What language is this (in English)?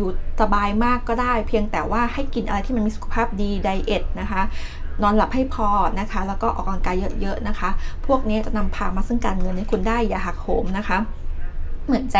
Thai